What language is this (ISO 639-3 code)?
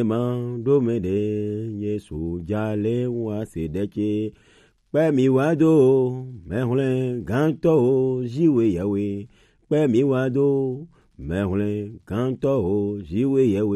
gej